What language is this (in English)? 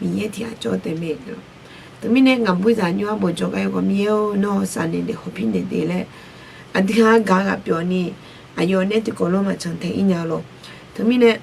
Akha